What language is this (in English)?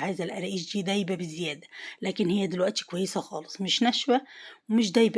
Egyptian Arabic